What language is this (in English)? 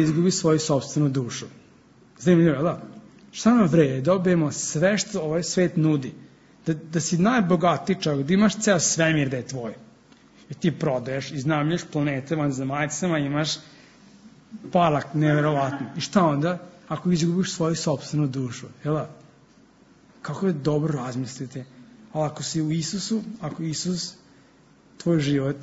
Serbian